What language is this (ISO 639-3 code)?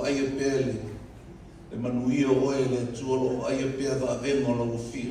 smo